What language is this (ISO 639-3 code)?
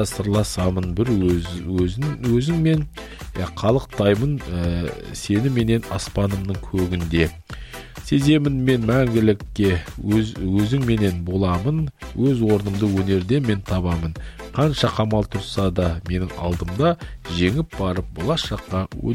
kaz